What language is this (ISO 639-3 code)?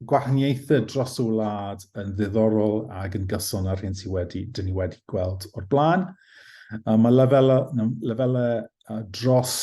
cym